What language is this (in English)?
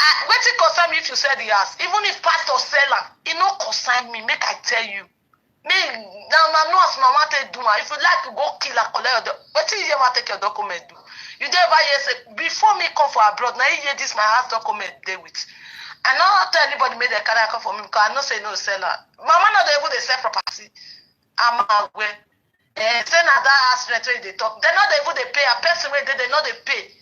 Nigerian Pidgin